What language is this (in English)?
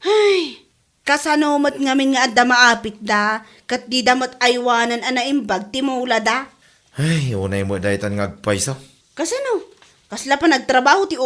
Iloko